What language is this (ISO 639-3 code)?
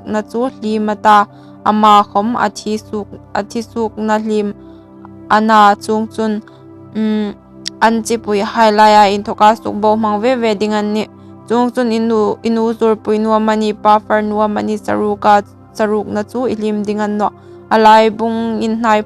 hmr